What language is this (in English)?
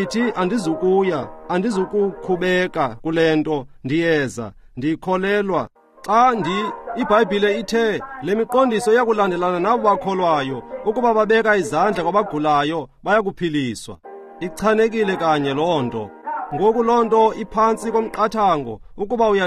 Xhosa